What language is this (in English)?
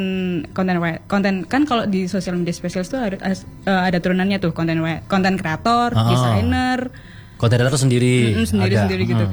Indonesian